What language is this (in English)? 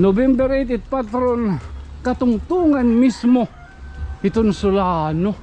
Waray